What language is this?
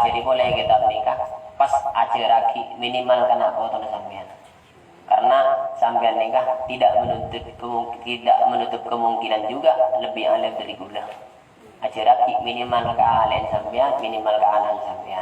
Madurese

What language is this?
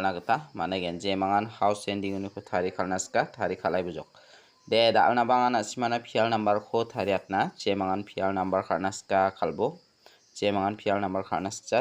Garo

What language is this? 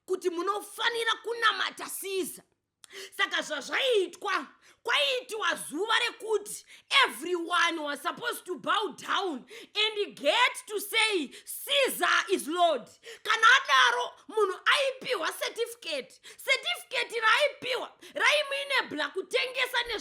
Shona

